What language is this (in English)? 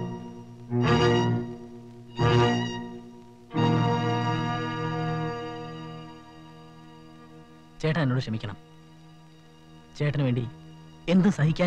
Malayalam